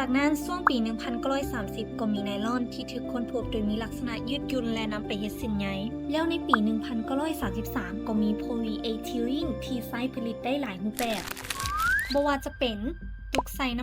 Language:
Lao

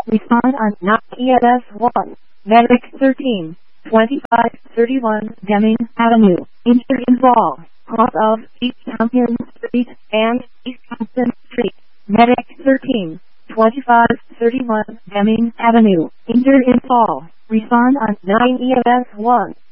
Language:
English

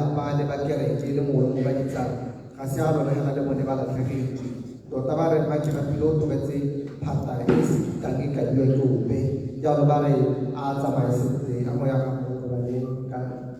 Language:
Tswana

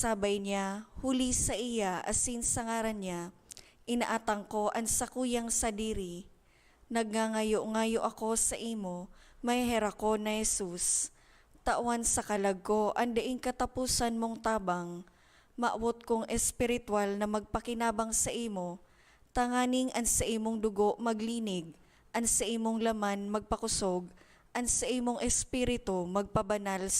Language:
Bikol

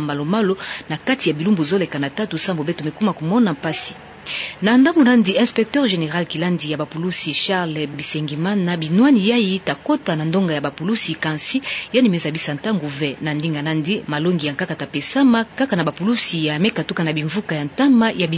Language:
Kituba (Democratic Republic of Congo)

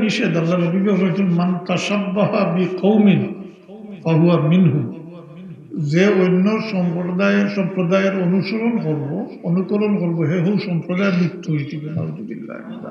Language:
Sylheti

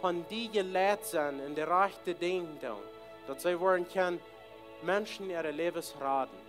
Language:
Plautdietsch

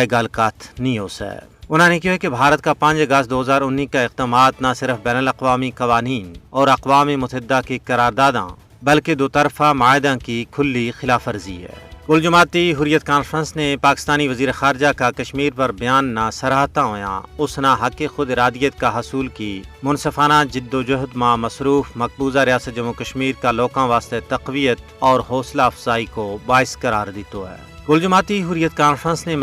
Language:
Gujari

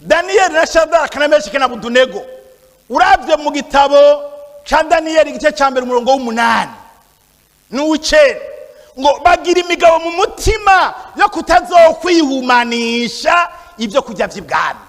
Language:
Rundi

